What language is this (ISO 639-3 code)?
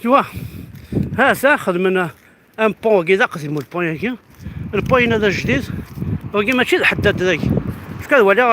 kab